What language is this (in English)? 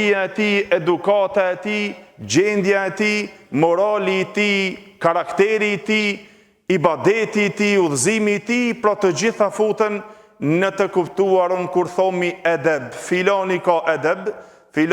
Albanian